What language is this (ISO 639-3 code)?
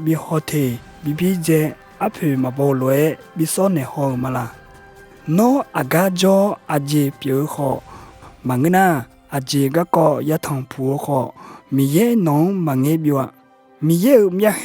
ahk